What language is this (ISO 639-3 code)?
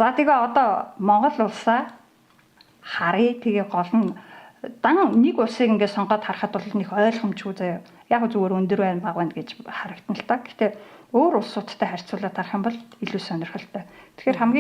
mon